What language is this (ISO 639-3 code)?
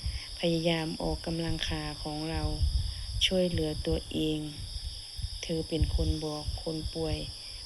lao